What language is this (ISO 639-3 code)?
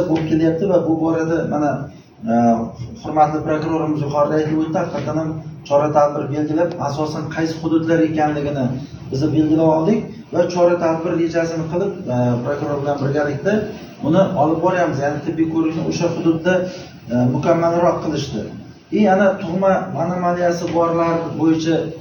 uzb